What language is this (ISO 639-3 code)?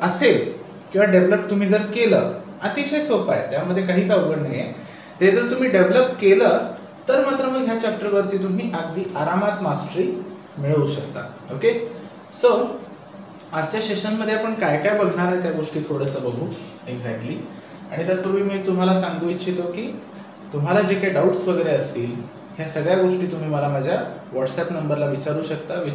mar